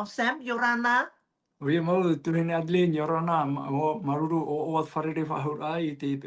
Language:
Tahitian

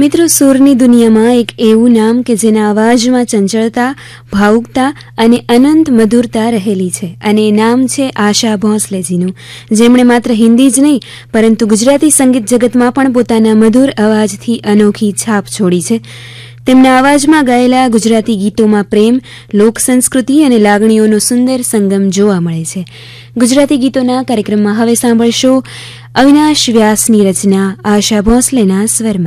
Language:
Gujarati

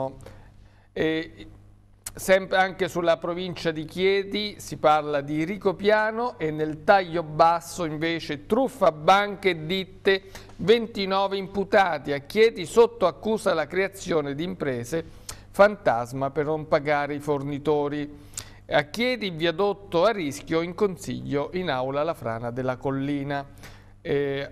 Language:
Italian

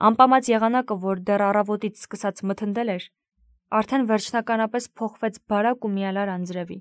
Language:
Armenian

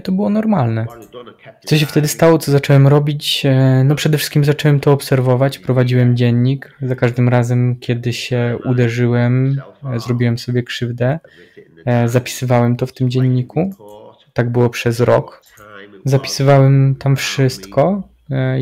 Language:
Polish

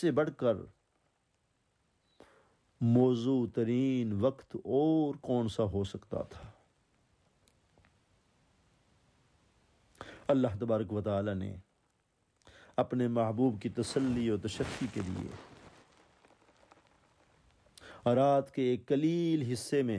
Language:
Urdu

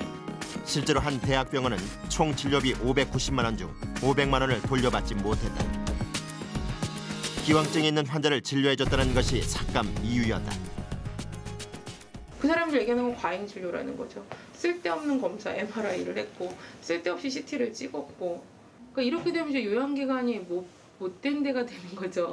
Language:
Korean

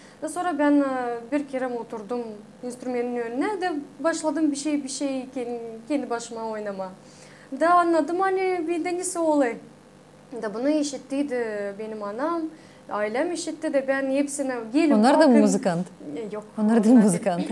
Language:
Gagauz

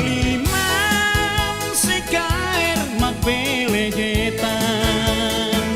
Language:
Tetum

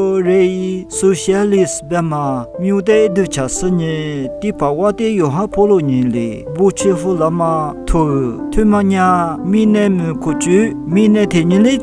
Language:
Lisu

